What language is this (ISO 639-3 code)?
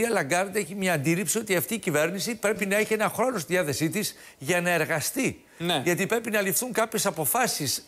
ell